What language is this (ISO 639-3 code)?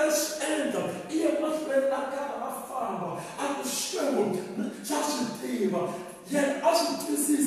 tso